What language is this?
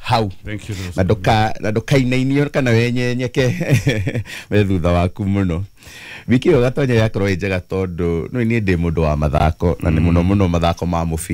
Kikuyu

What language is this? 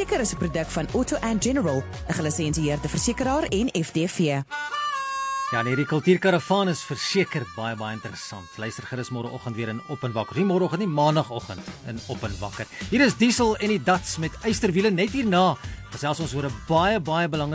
Afrikaans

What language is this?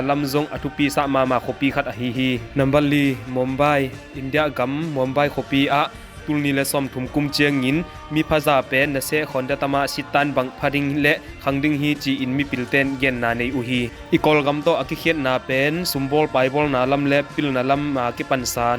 Tedim Chin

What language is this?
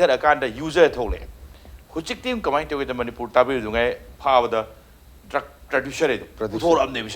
Manipuri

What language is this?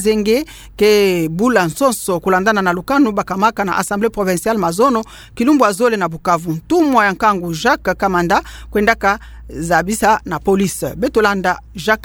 Kituba (Democratic Republic of Congo)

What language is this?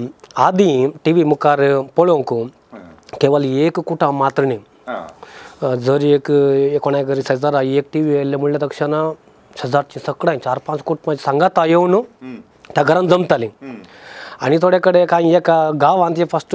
Konkani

